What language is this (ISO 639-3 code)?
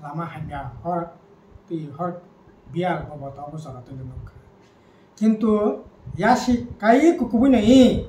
trp